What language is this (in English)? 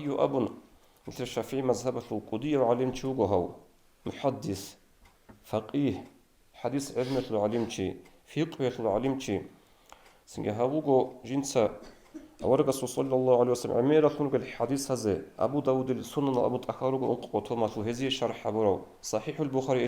Avaric